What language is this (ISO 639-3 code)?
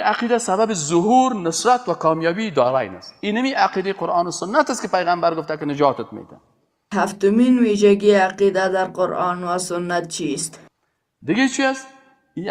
fas